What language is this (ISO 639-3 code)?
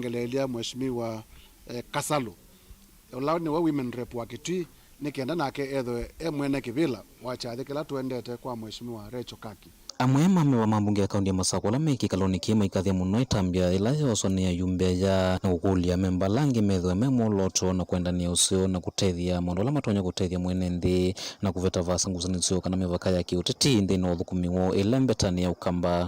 kam